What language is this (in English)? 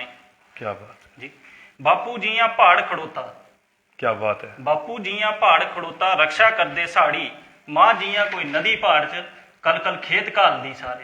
Dogri